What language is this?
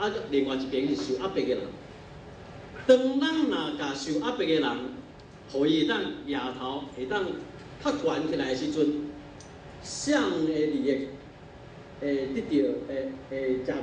Min Nan Chinese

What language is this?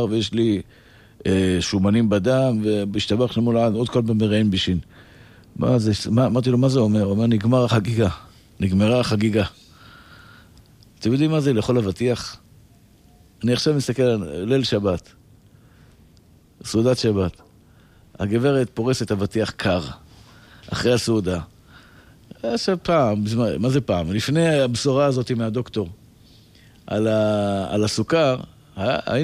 Hebrew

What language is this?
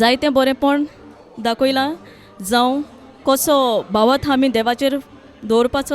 Konkani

